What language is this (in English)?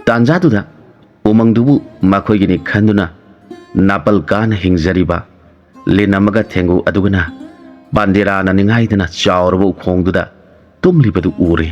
Manipuri